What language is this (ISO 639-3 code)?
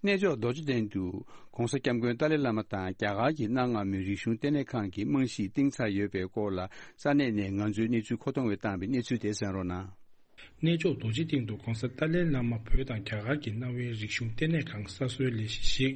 bod